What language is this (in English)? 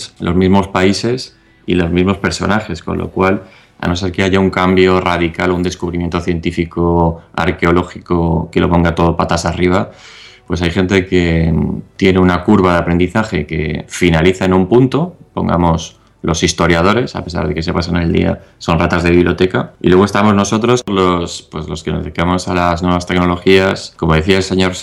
Spanish